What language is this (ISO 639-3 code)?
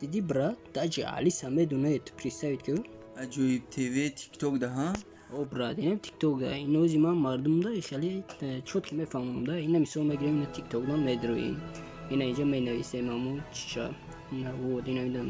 tgk